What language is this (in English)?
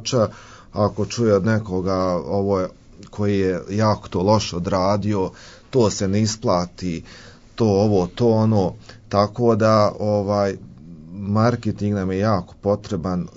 Croatian